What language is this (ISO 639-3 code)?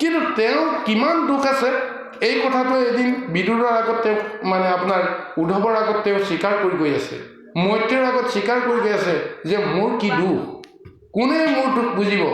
asm